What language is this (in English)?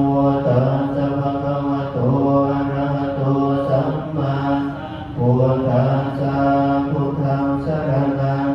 Pali